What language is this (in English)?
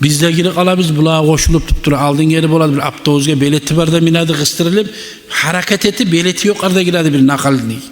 Kumyk